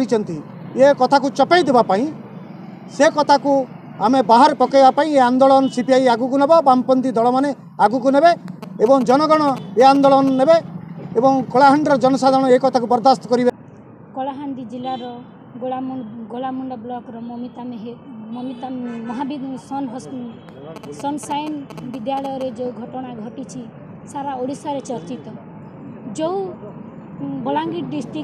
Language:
Odia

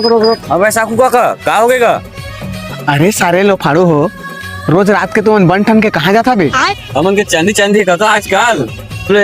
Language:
Chhattisgarhi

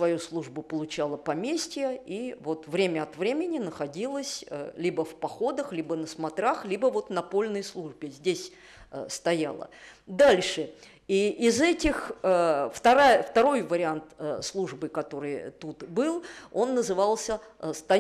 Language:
Russian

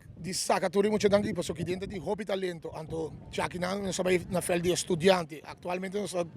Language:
Papiamento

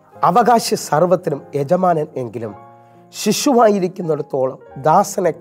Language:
Malayalam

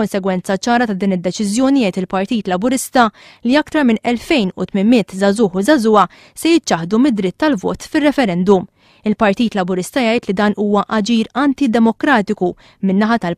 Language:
Maltese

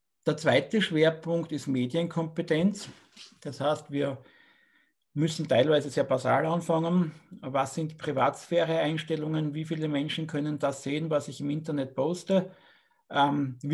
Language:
German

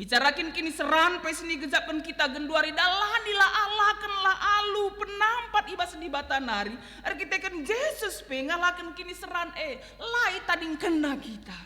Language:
Batak Karo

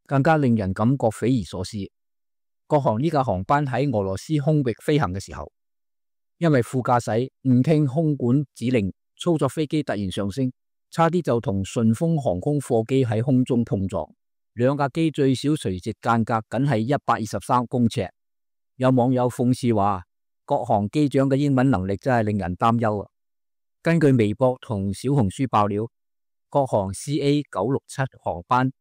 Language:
Cantonese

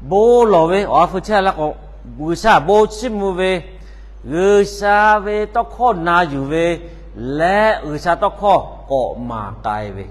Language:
Lahu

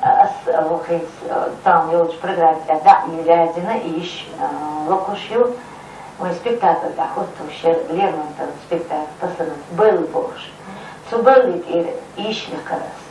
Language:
Chechen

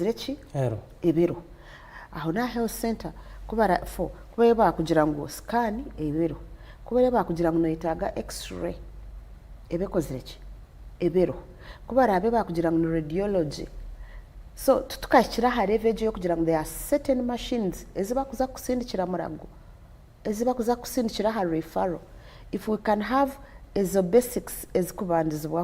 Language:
Nyankole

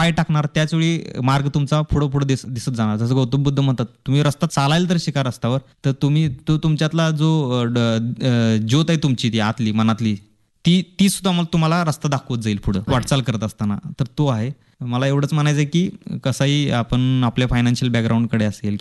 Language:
Marathi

